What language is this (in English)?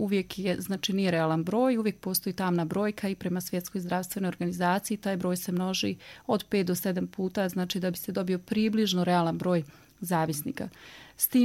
Bosnian